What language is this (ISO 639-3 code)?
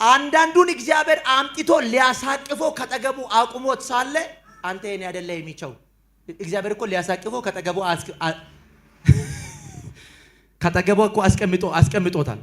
amh